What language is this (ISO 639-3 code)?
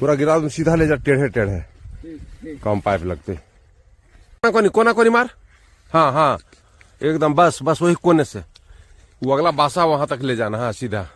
mag